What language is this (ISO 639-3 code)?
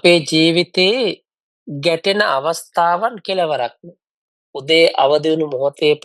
sin